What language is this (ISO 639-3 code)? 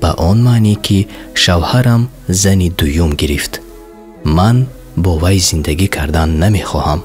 tgk